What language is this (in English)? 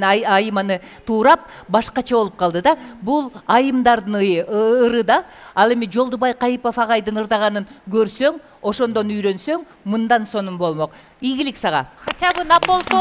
Kyrgyz